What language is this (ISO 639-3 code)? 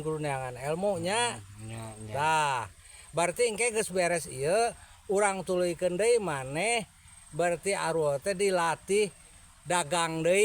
sun